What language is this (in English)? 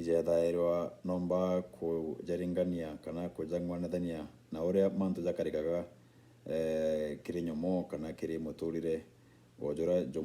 Meru